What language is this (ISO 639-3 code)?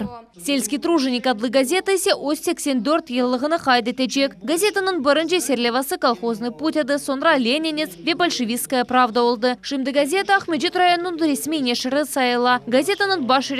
crh